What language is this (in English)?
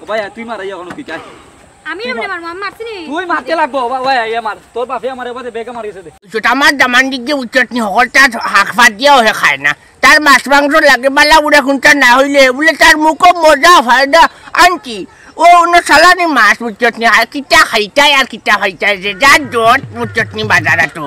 Sylheti